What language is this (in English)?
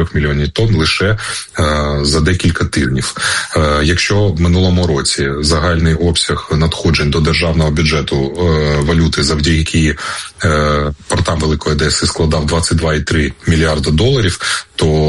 Ukrainian